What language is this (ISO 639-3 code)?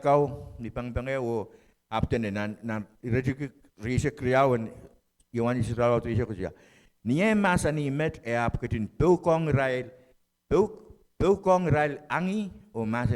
pon